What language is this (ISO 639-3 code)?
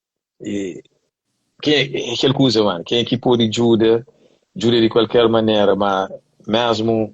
kea